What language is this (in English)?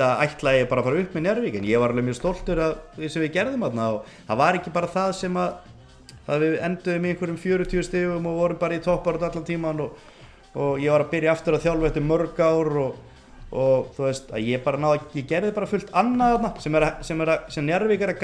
Icelandic